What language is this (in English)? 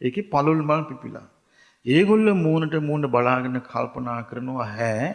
Sinhala